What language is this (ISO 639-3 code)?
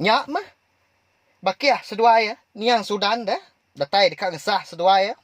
iba